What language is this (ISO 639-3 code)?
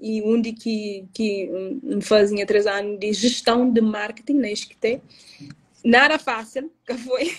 kea